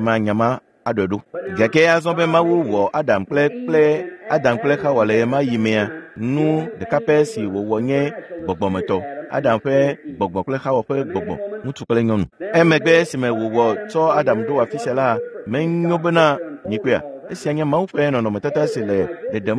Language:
Ewe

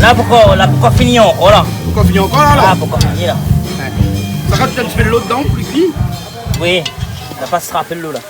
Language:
Réunion Creole French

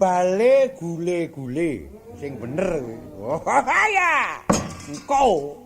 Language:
Javanese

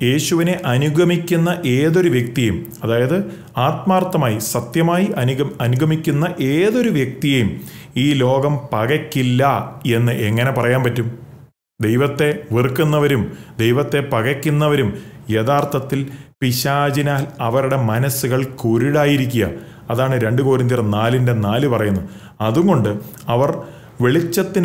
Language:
Malayalam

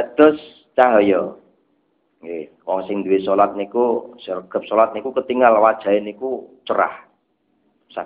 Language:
Javanese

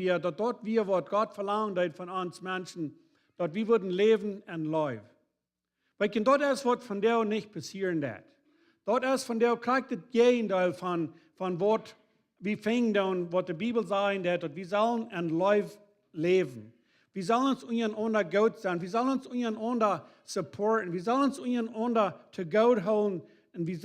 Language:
Plautdietsch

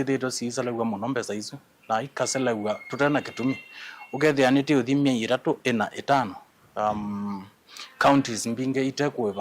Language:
Kamba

